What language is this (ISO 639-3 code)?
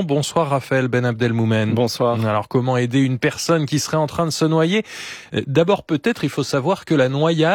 fra